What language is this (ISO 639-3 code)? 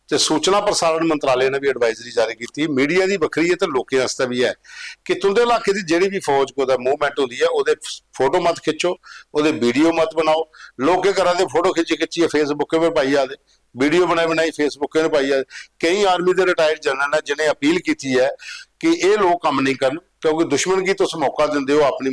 doi